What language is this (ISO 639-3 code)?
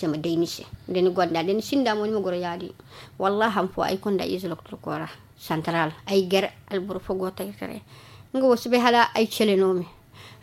dje